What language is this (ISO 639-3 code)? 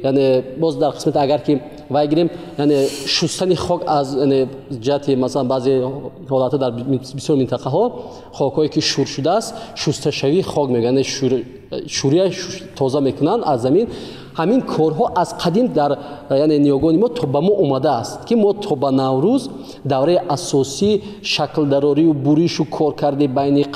tgk